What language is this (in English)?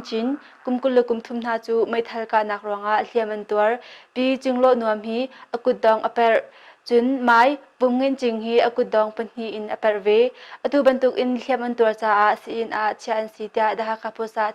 Hakha Chin